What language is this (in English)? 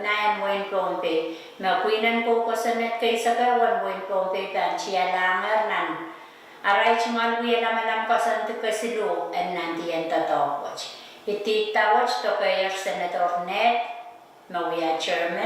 Pohnpeian